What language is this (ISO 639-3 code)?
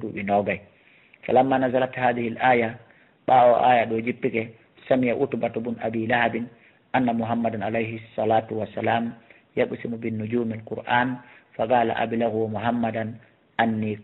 ful